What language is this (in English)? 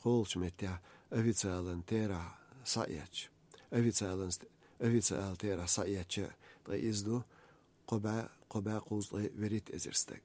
Chechen